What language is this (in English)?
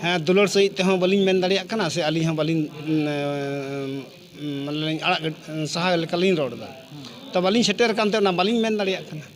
Santali